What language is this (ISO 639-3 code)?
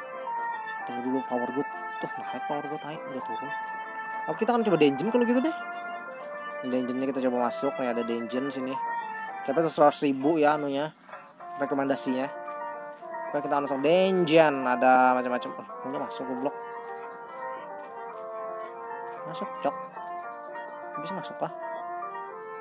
ind